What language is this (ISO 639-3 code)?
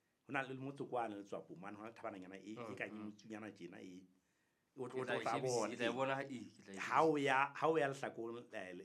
sot